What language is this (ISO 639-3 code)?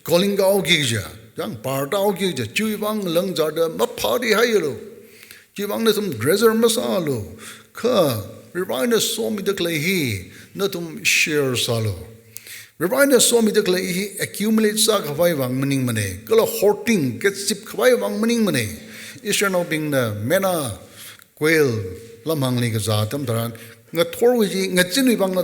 nmf